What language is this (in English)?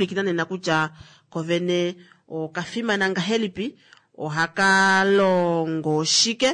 Kuanyama